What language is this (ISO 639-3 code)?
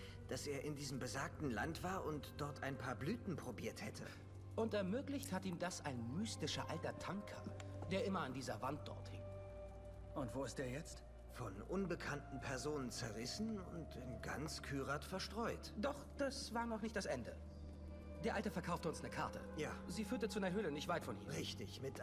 gsw